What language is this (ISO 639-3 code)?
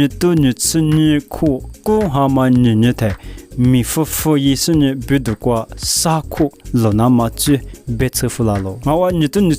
lis